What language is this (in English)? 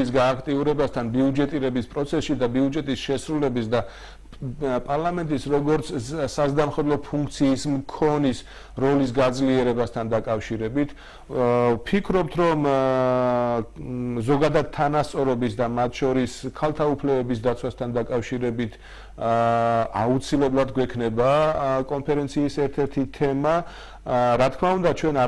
Georgian